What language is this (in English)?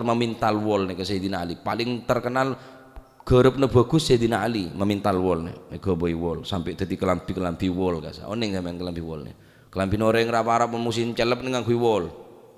Madurese